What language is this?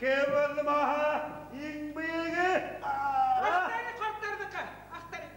Bashkir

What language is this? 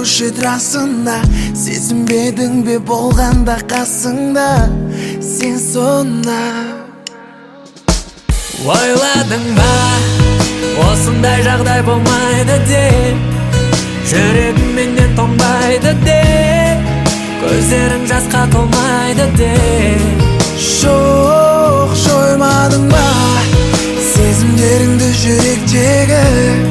Kazakh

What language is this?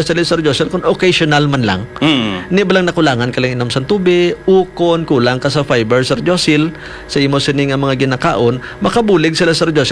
Hiligaynon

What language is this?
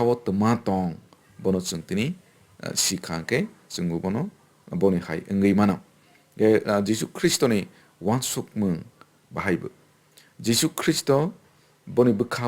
Kok Borok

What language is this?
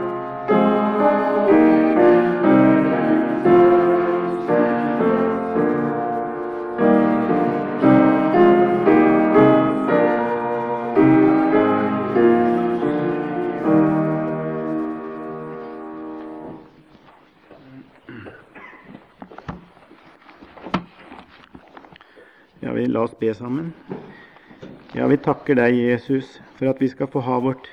Norwegian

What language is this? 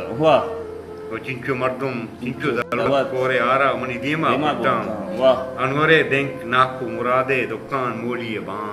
Baluchi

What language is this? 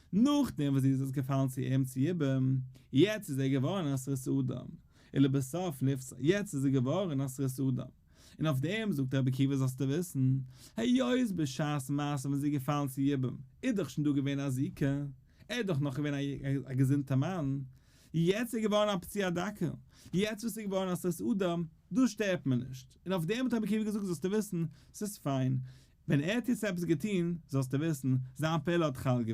Yiddish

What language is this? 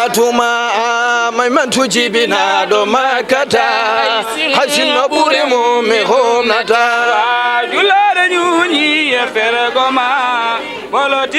Fula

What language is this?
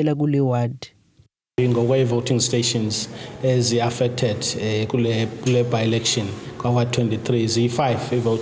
Zulu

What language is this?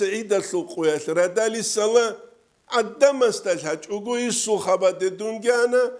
Avaric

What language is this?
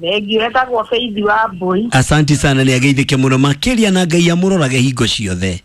Kikuyu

